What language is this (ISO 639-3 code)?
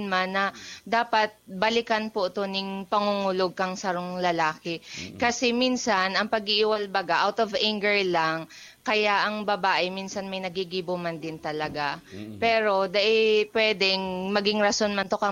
bik